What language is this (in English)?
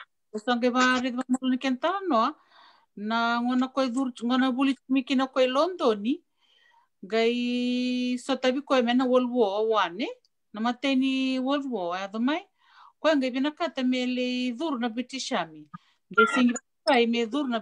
Fijian